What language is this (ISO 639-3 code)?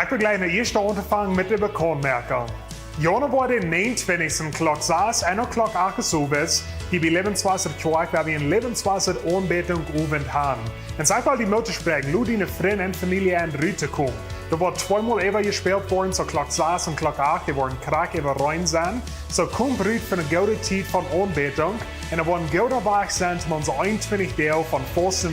pdt